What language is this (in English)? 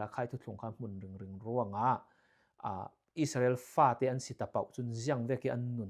Falam Chin